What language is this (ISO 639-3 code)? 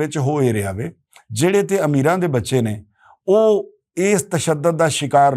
lah